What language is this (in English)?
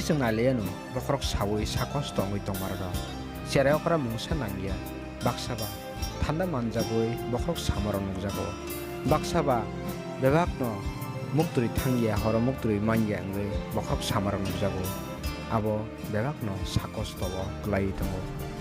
Kok Borok